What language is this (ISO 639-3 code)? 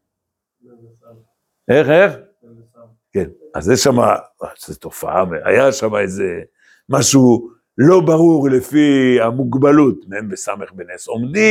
heb